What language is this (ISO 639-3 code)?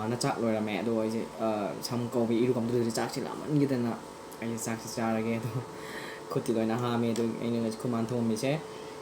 mni